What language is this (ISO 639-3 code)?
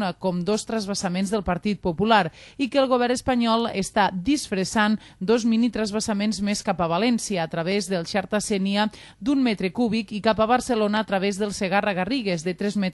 cat